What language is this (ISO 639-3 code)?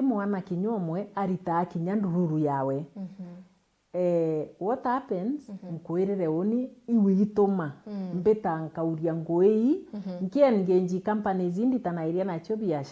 mer